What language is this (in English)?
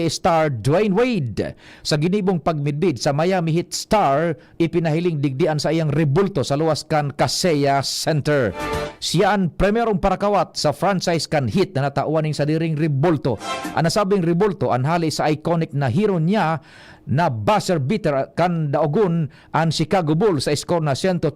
Bikol